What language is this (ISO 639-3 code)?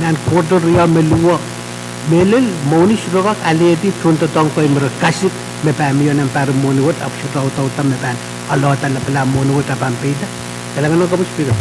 pon